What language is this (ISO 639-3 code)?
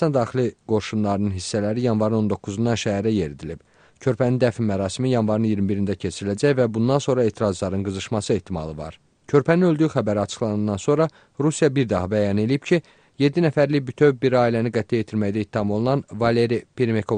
aze